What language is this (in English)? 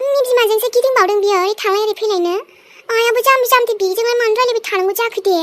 Bodo